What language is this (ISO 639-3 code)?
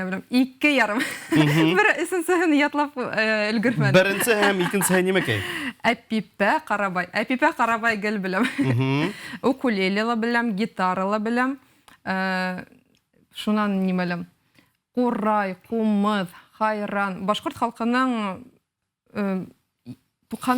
bak